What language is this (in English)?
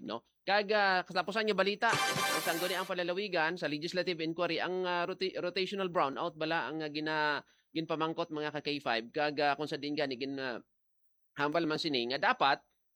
Hiligaynon